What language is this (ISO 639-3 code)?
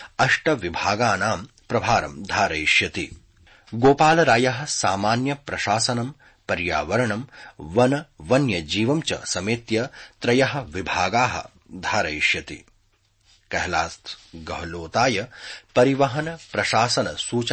san